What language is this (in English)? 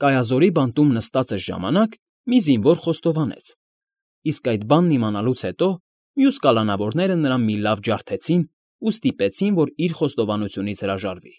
Armenian